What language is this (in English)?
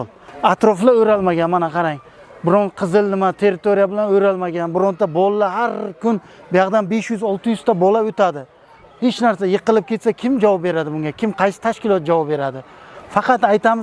Uzbek